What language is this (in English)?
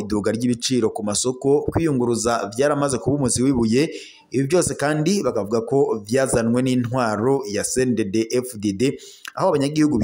Rundi